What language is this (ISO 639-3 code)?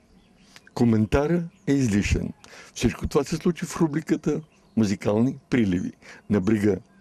bul